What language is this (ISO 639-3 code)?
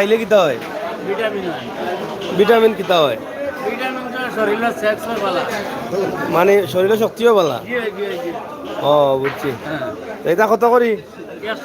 syl